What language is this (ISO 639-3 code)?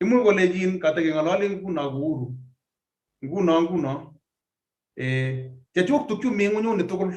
kln